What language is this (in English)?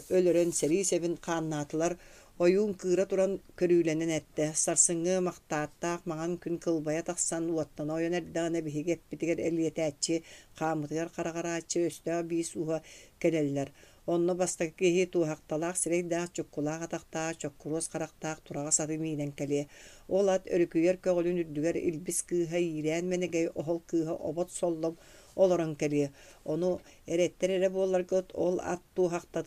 Yakut